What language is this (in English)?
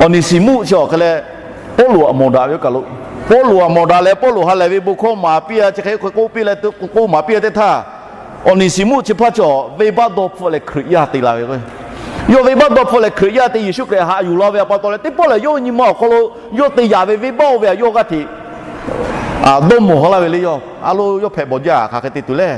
Lahu